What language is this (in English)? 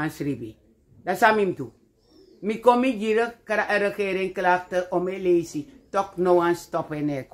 Sranan Tongo